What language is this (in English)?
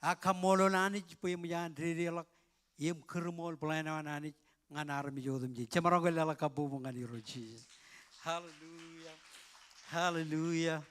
Marshallese